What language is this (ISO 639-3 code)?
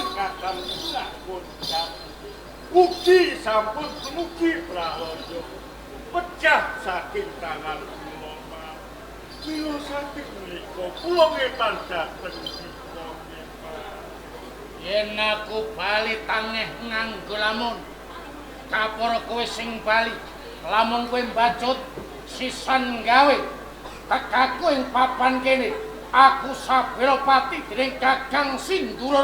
jav